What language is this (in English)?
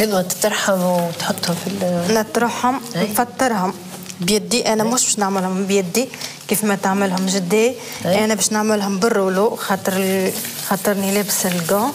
Tunisian Arabic